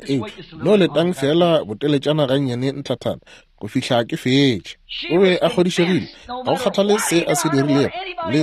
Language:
Northern Sotho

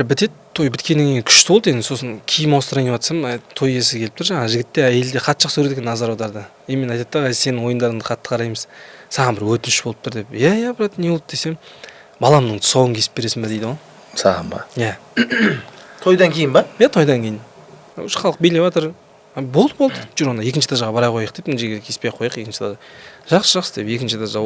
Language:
Kazakh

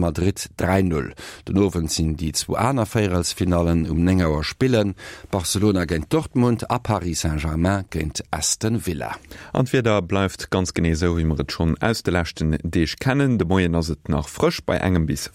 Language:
Luxembourgish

